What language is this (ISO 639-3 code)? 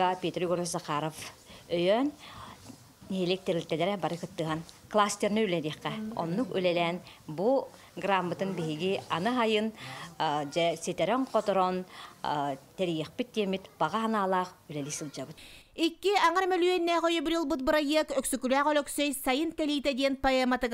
sah